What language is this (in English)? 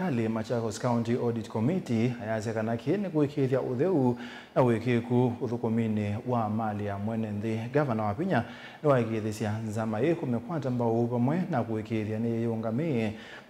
Kamba